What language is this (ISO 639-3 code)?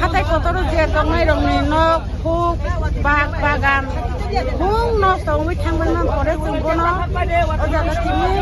ria